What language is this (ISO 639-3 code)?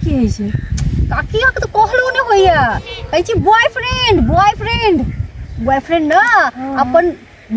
mai